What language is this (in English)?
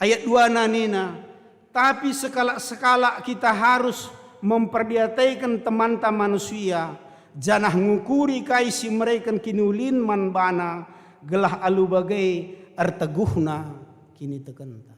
Batak Karo